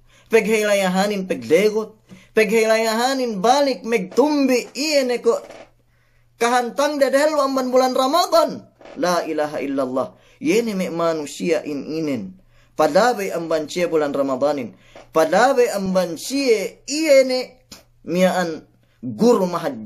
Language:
Yakan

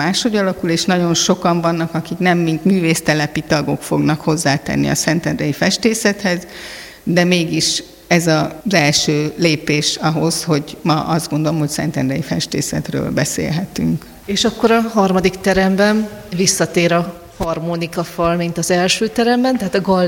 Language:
Hungarian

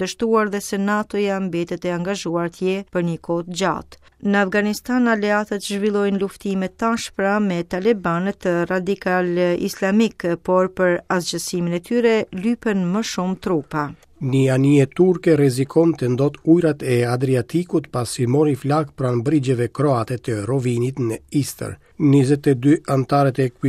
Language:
Albanian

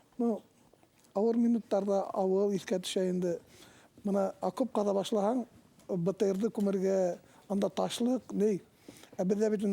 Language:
Bashkir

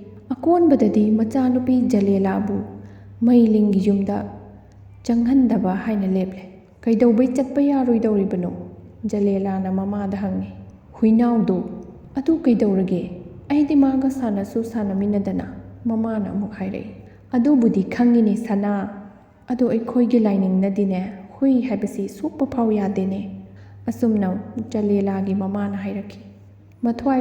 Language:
Manipuri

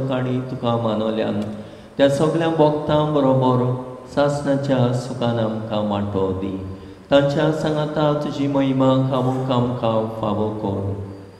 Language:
Konkani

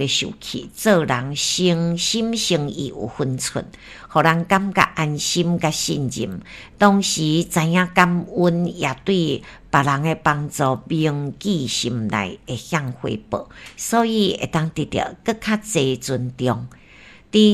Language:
Min Nan Chinese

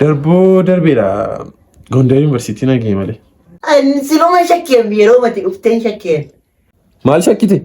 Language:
Oromo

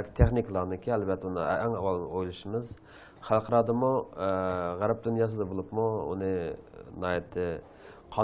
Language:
Uyghur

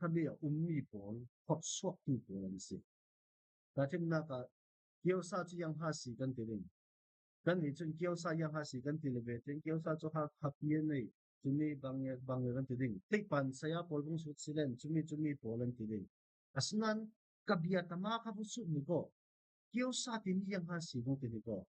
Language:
Falam Chin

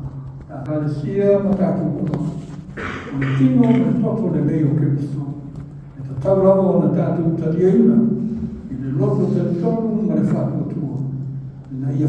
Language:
Samoan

